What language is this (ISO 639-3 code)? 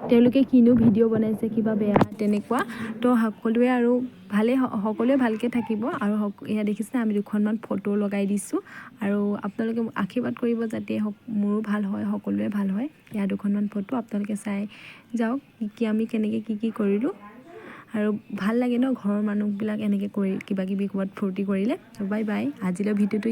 asm